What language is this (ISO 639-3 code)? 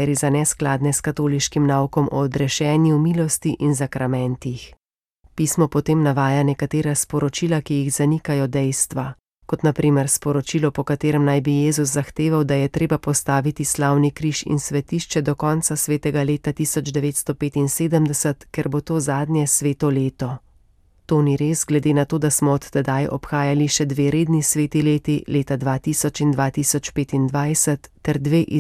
slv